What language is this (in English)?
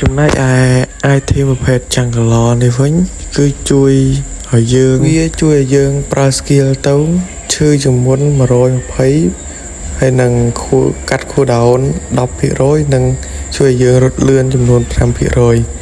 Khmer